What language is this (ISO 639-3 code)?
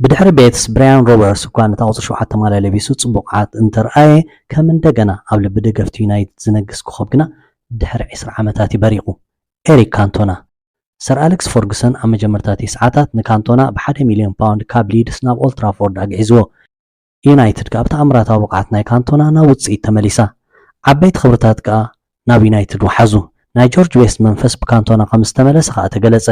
tir